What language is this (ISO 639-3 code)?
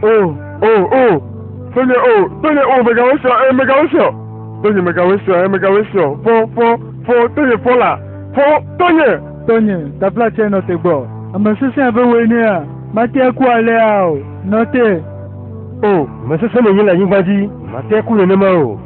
ewe